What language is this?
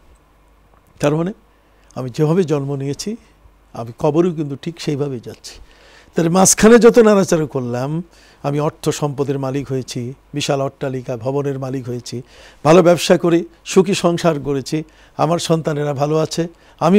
Bangla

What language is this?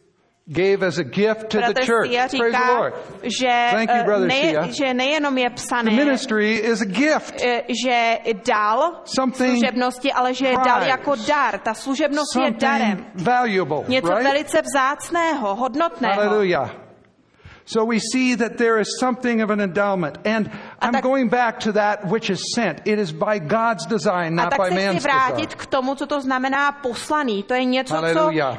Czech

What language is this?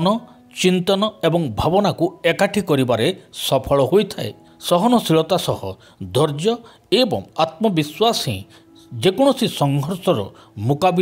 Odia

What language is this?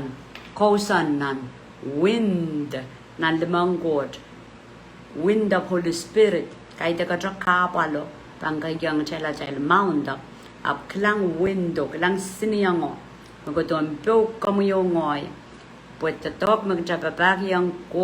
Pohnpeian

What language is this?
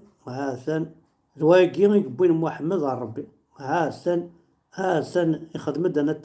Kabyle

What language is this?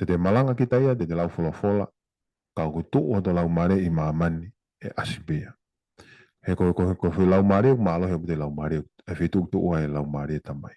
Tongan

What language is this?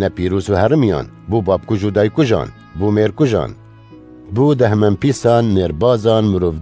Kurdish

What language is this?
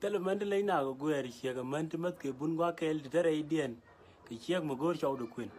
Nuer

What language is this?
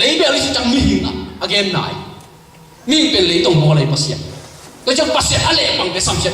Tedim Chin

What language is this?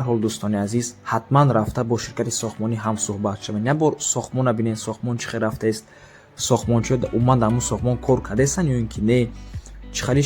Tajik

